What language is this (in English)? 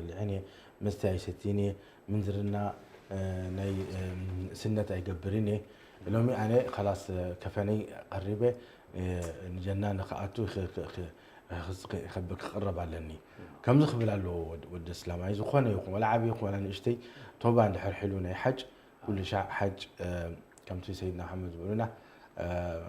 Tigrinya